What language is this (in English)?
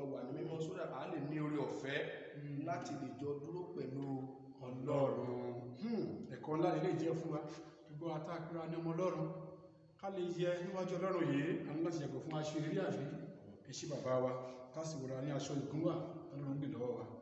Yoruba